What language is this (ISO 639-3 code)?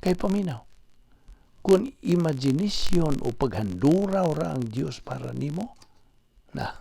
ceb